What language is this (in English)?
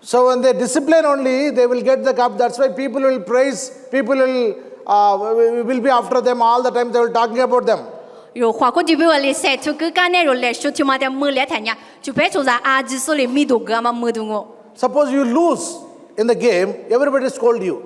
Lisu